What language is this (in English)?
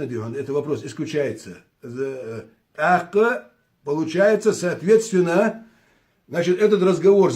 Ingush